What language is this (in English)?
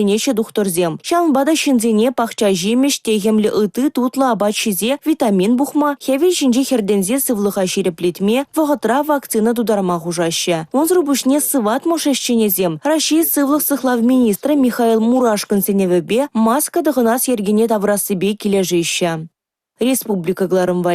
Chuvash